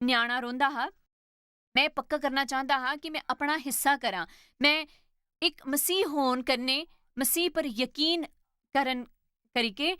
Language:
Dogri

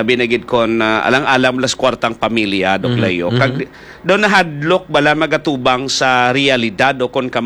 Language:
Hiligaynon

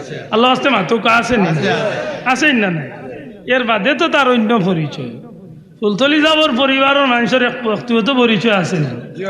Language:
Sylheti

